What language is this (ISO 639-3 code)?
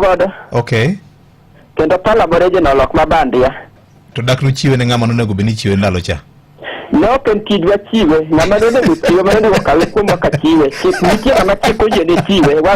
luo